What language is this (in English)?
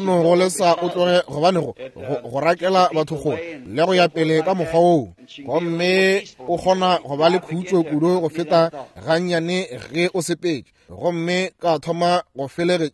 Northern Sotho